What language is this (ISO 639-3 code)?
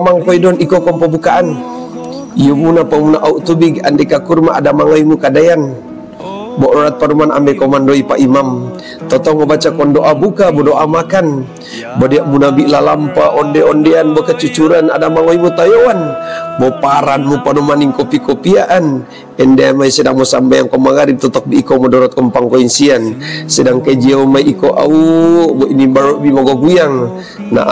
mog